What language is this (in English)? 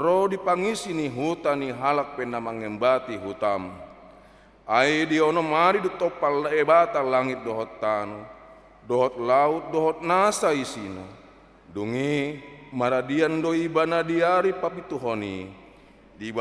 Batak Toba